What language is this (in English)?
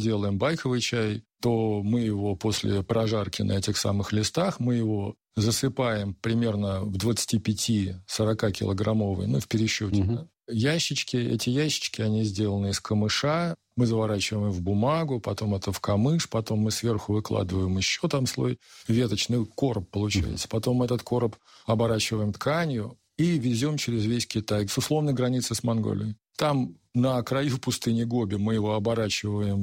Russian